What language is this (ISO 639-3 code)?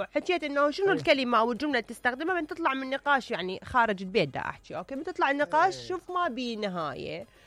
acm